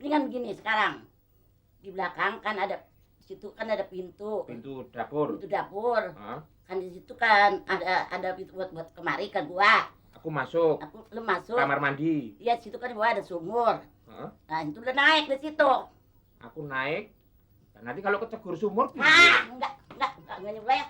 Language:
Betawi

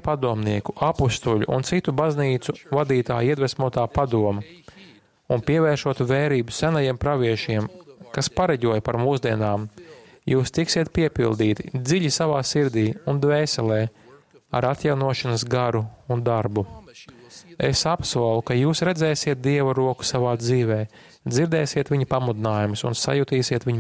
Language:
Latvian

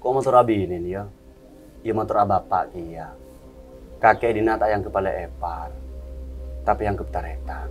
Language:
Madurese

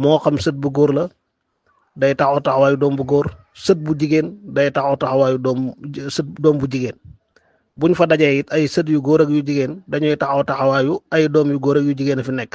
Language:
Wolof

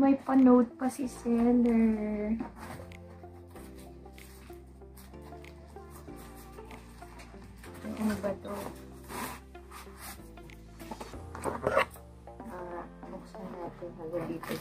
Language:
Filipino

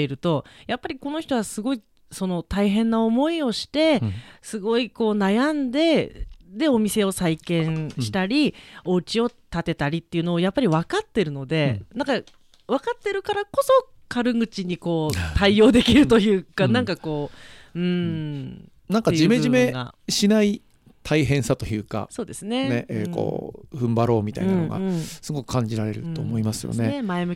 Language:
Japanese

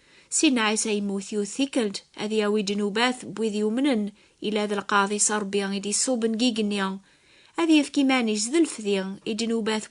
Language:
Kabyle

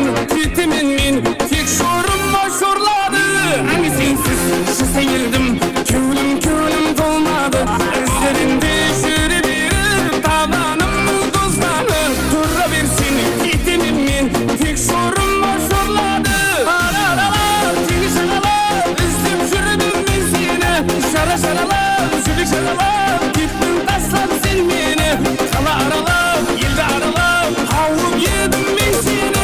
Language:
Kara-Kalpak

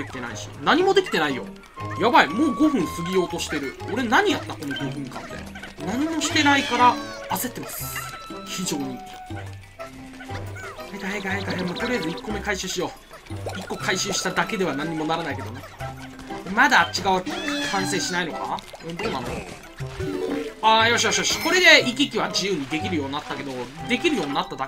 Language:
Japanese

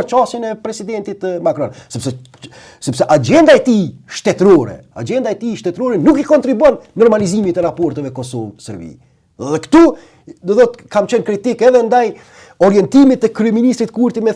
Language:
Albanian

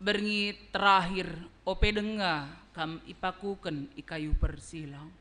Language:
Batak Karo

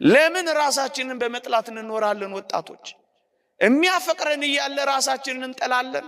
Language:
Amharic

